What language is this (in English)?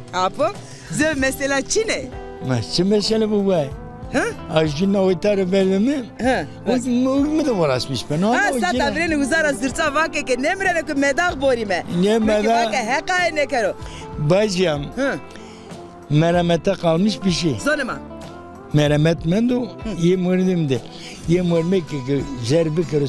Zaza